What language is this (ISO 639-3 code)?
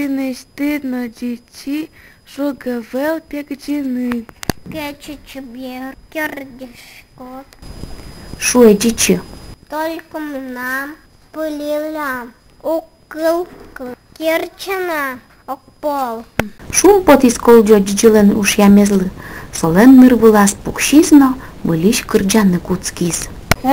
udm